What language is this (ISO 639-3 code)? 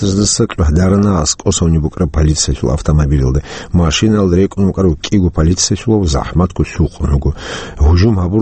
ava